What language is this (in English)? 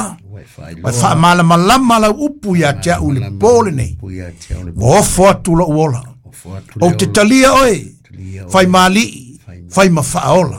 Samoan